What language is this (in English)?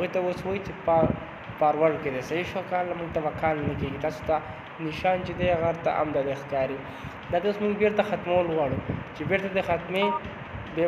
Pashto